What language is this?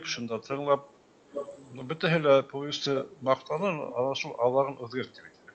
Bashkir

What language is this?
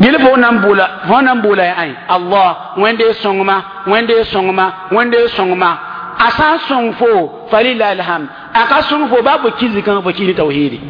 Mossi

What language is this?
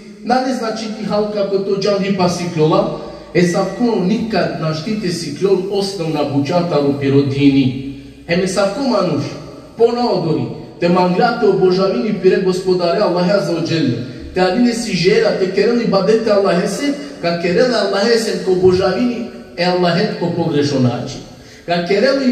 Balkan Romani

